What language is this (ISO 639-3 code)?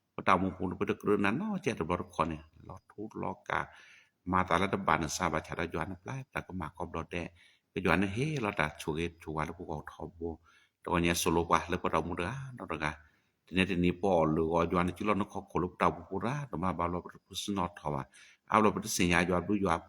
ksw